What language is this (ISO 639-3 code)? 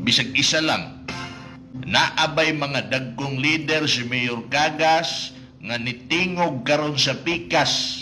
ceb